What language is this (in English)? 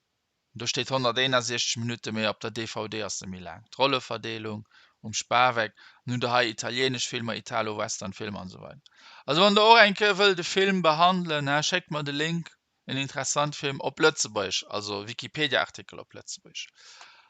Luxembourgish